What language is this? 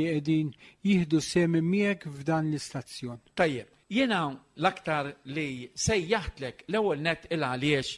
Maltese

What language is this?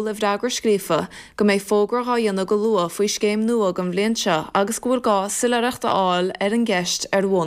Irish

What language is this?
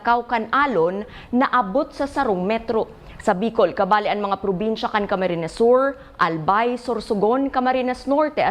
Bikol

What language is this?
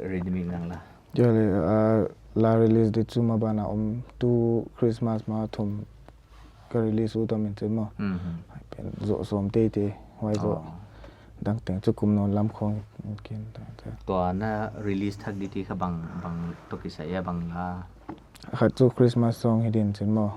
Paite Chin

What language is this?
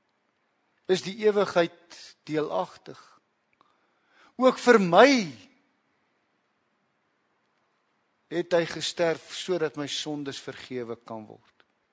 Afrikaans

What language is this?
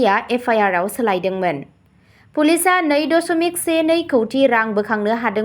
Bodo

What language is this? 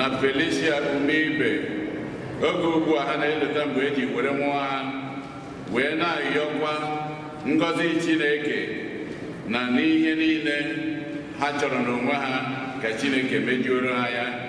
Igbo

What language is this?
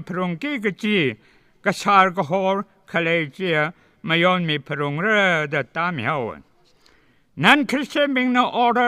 Tangkhul Naga (India)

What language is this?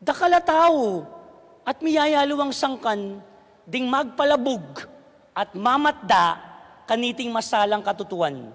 Pampanga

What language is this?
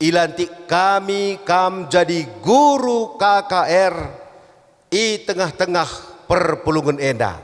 Batak Karo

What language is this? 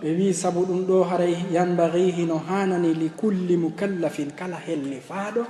Fula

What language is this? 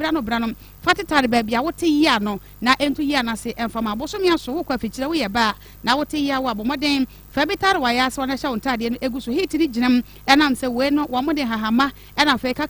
Akan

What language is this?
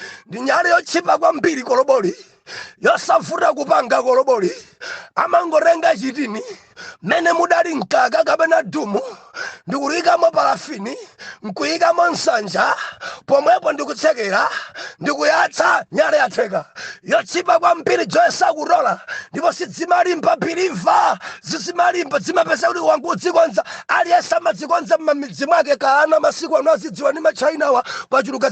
Nyanja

